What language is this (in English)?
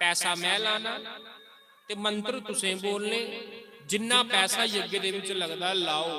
Dogri